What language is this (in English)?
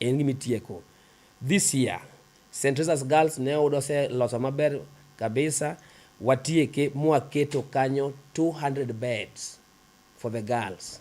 Luo (Kenya and Tanzania)